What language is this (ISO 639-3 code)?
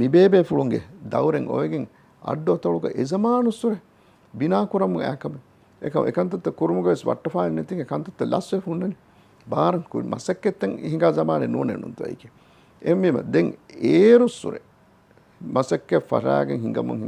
div